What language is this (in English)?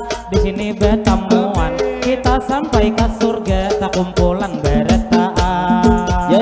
Banjar